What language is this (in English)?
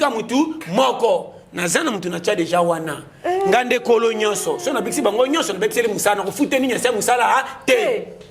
Lingala